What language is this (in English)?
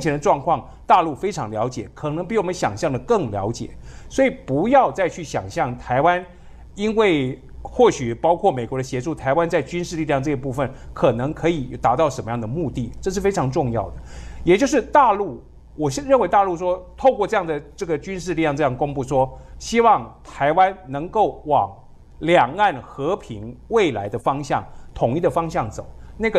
Chinese